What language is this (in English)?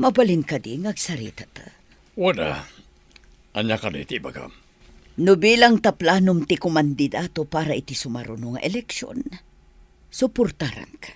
Iloko